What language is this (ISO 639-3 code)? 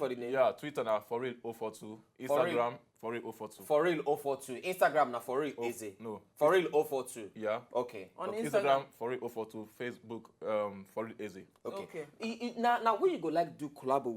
pcm